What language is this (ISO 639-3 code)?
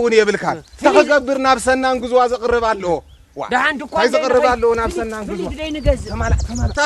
tir